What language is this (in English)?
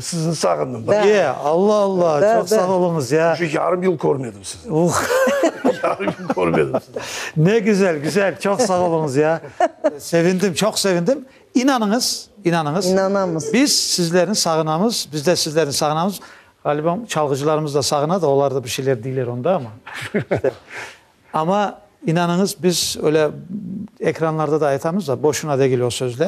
Crimean Tatar